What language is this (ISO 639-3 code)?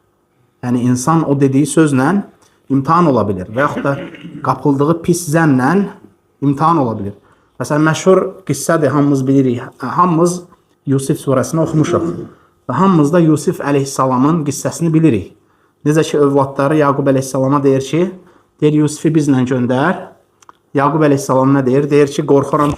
aze